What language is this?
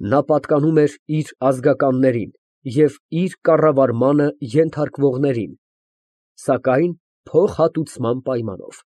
Armenian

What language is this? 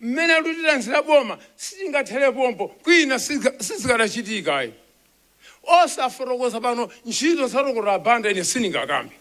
Nyanja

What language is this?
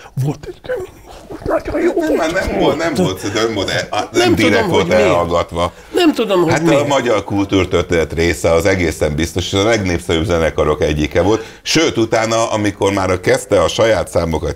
Hungarian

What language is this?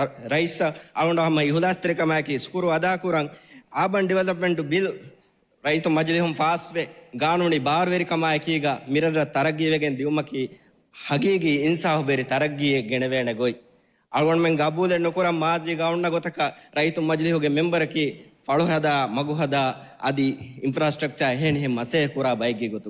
Divehi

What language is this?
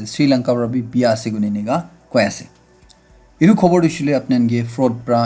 Naga Pidgin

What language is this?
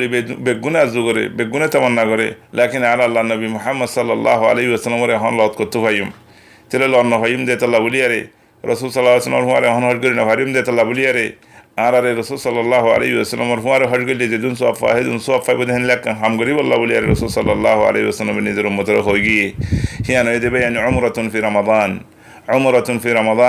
Rohingya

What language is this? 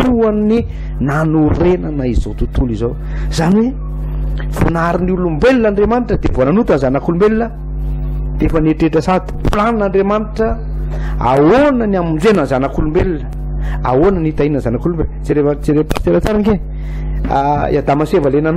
Malagasy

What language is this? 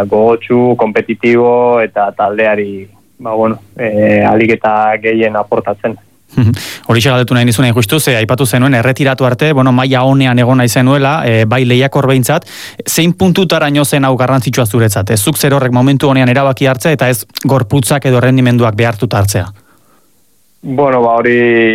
Basque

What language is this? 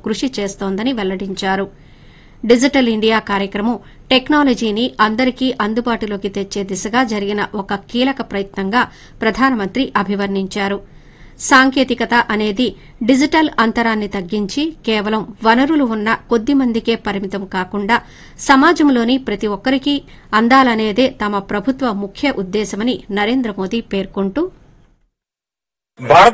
Telugu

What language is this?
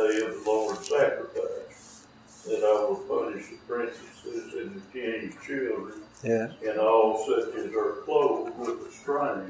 English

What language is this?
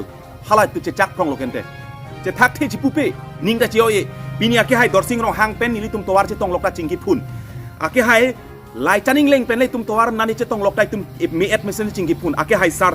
Karbi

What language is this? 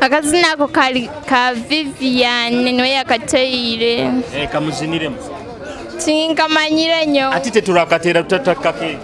Nyoro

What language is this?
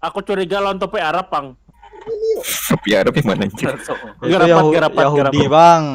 Banjar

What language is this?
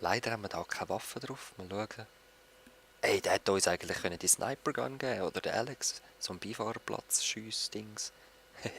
Swiss German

